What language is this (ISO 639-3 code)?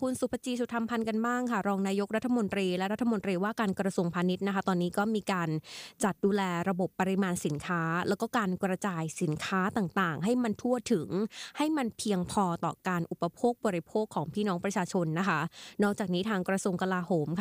tha